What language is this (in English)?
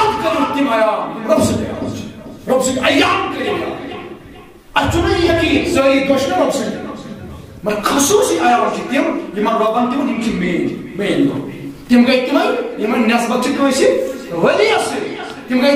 Kashmiri